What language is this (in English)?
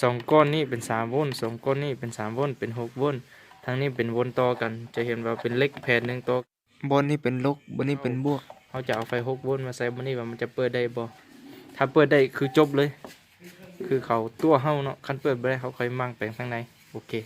Lao